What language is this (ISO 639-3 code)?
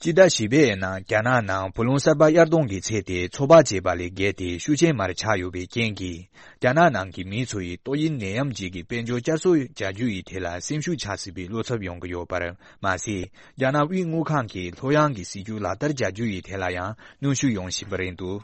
bod